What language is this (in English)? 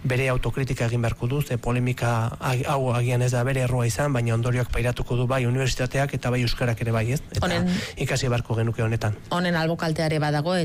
Basque